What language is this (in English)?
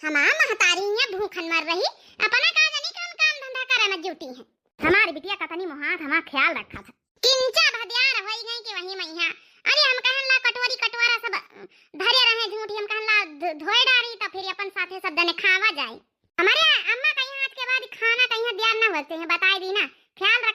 Awadhi